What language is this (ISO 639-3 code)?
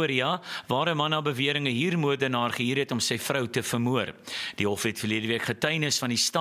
afr